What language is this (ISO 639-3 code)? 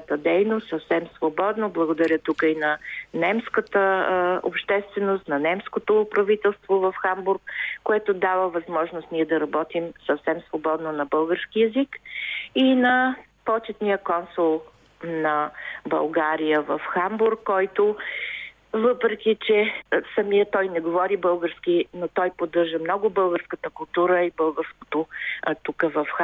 bul